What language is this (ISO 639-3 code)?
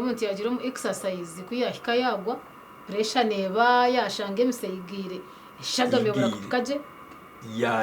nyn